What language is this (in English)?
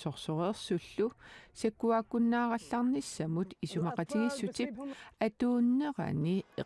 Kalaallisut